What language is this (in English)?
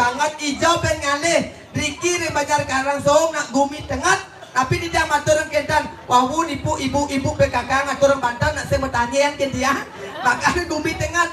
Balinese